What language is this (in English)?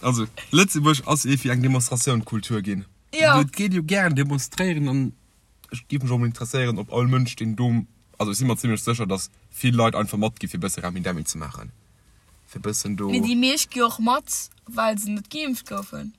Luxembourgish